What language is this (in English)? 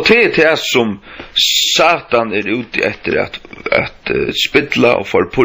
Faroese